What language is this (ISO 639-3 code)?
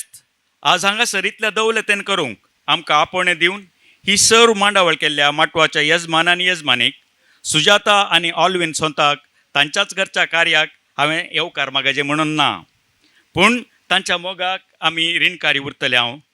kok